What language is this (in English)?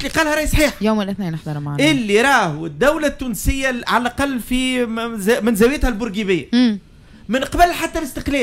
Tunisian Arabic